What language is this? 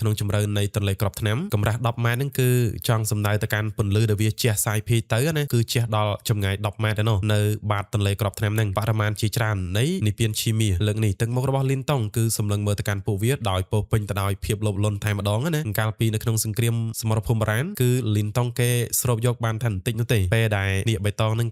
Khmer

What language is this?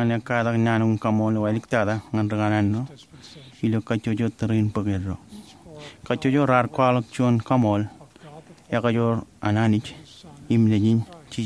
Marshallese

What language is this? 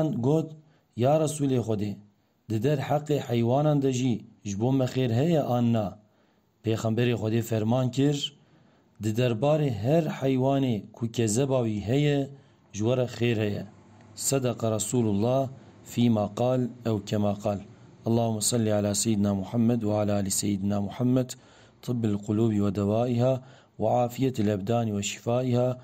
Kurdish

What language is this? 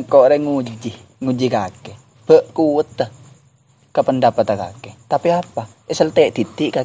Madurese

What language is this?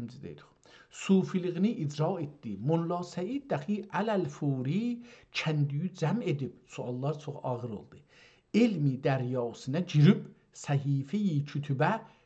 South Azerbaijani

